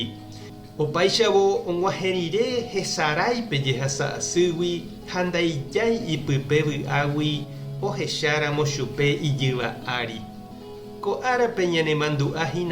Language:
Guarani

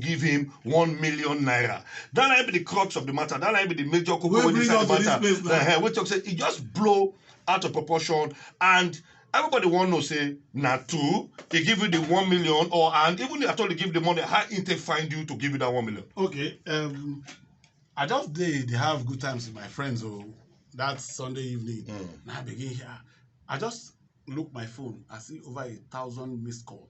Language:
Nigerian Pidgin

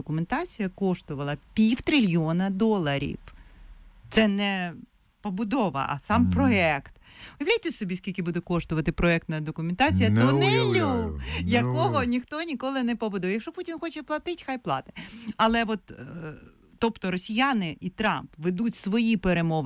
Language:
Ukrainian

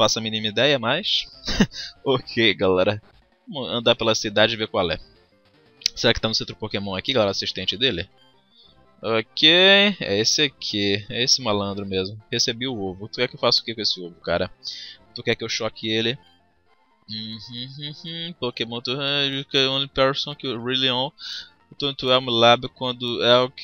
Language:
Portuguese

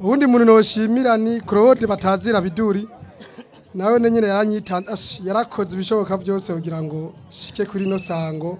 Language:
Rundi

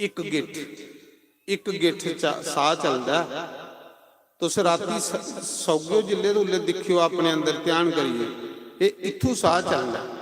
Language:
Dogri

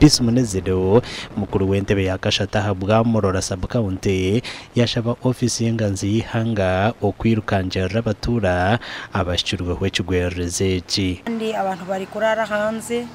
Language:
Nyankole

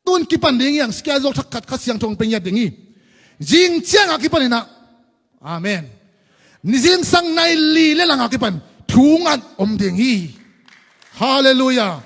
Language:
Tedim Chin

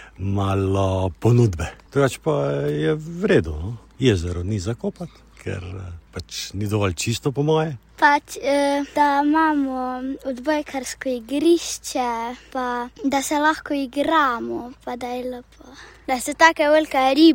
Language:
Slovenian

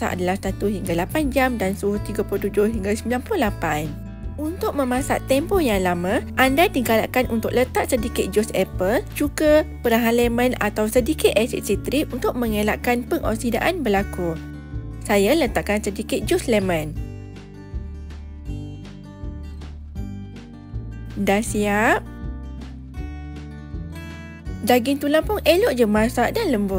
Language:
Malay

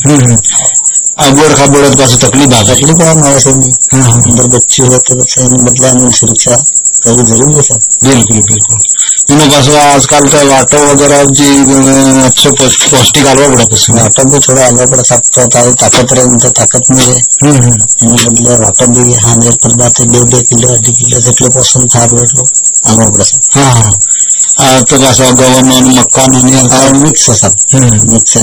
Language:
Gujarati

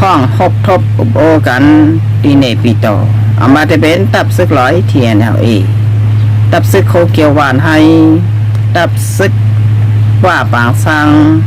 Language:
Shan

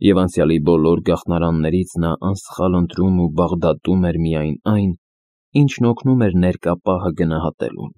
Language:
Armenian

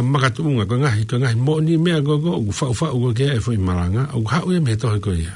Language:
Tongan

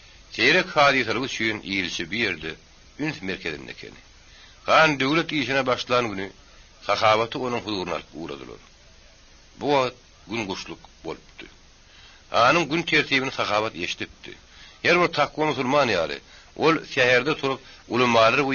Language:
Turkmen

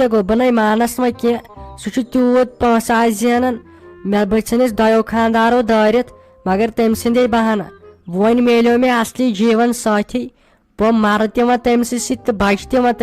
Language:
Kashmiri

